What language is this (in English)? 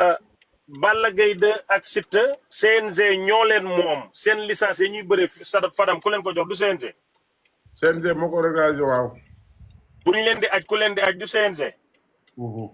Wolof